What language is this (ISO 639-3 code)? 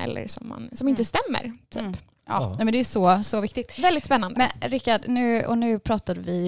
swe